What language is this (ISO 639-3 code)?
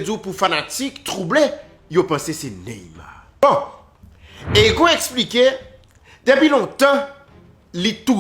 hat